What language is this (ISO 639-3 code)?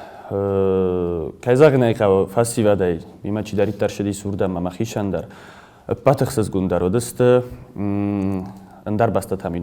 oss